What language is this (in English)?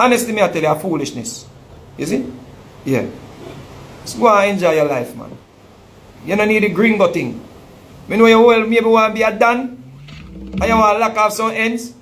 Jamaican Creole English